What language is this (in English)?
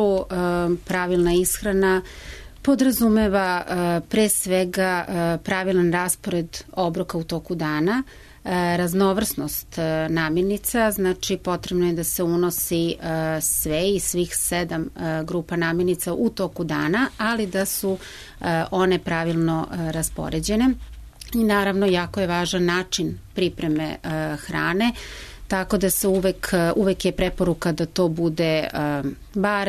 Serbian